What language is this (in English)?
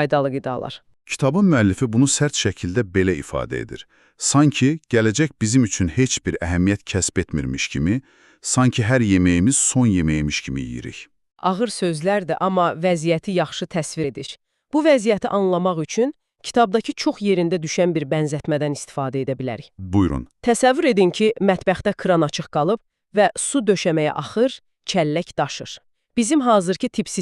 Azerbaijani